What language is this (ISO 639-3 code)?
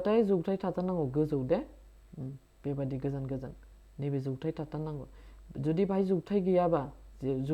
brx